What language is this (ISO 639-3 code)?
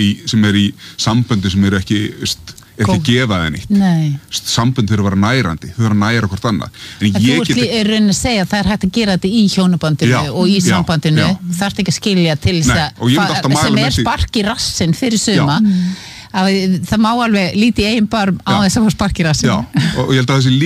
isl